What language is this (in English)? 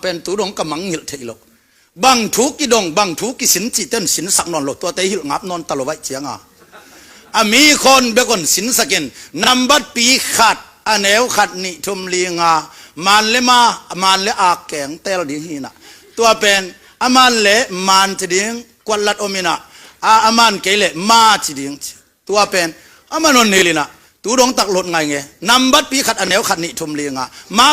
Tedim Chin